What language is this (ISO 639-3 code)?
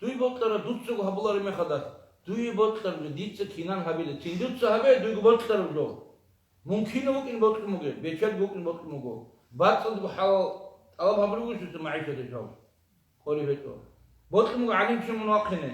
ava